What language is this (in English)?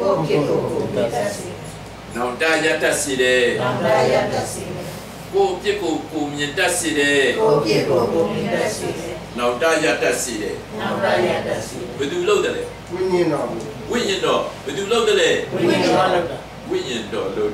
Burmese